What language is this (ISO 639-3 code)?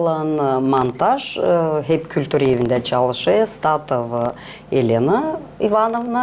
gag